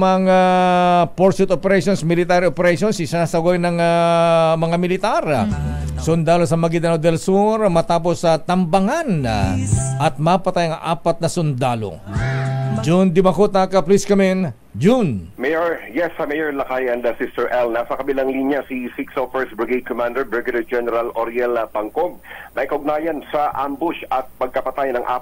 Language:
Filipino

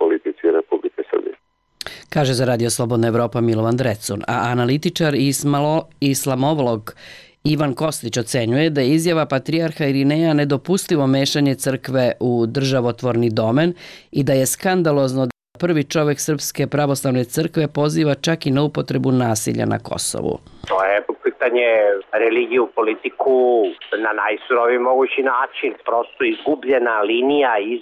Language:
Serbian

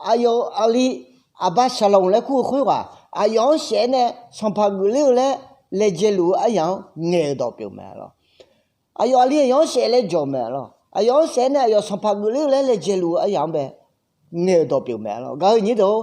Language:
Akha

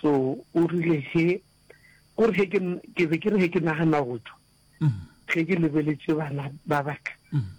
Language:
Northern Sotho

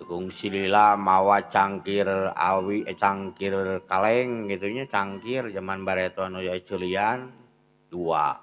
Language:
Sundanese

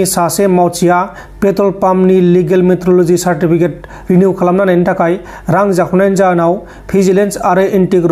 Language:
Bodo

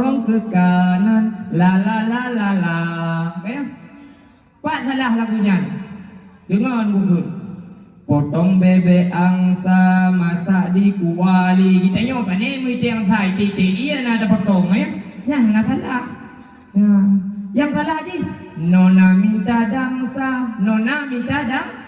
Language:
Achinese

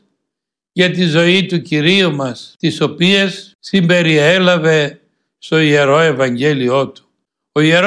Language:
Greek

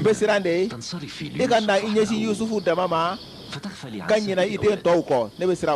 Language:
Bambara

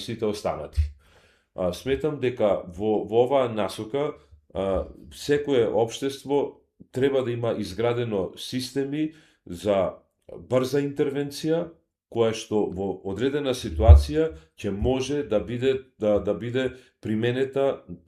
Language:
Macedonian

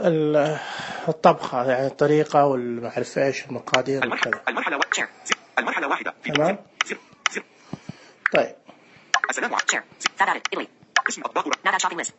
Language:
Najdi Arabic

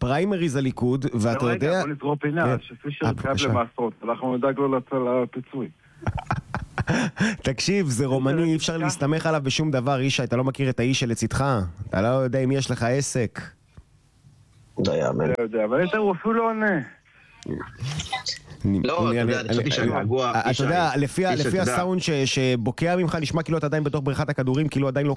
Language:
Hebrew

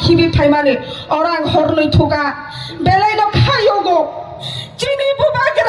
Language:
Kok Borok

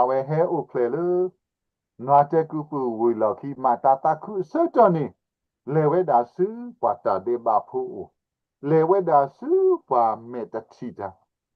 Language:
S'gaw Karen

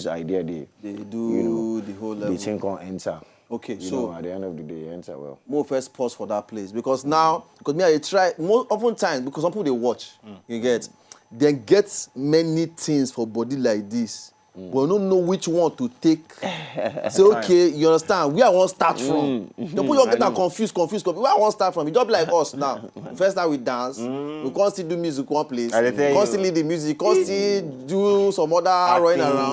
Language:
Nigerian Pidgin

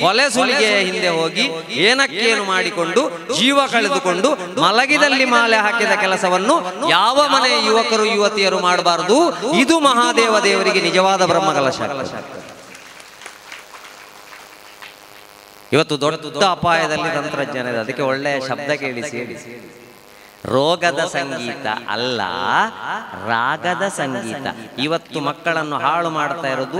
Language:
Kannada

